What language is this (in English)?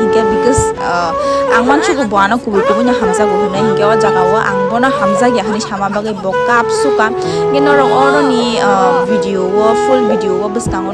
Kok Borok